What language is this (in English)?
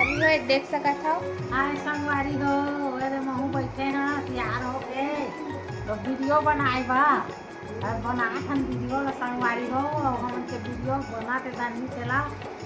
Chhattisgarhi